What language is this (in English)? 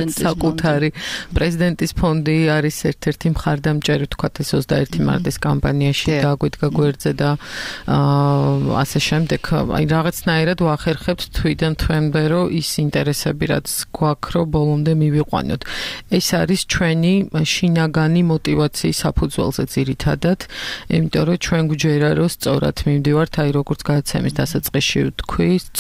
Georgian